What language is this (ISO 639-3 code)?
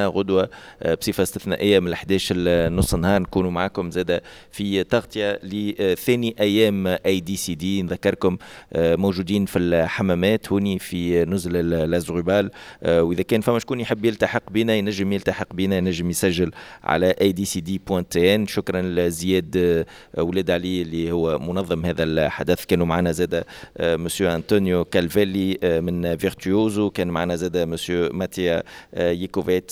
aeb